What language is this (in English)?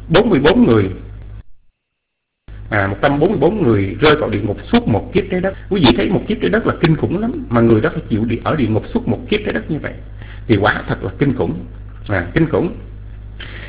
Vietnamese